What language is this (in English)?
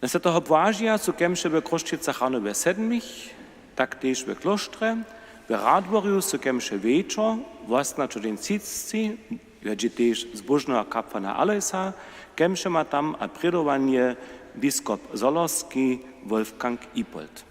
Upper Sorbian